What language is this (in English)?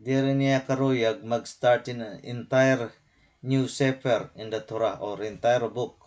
Waray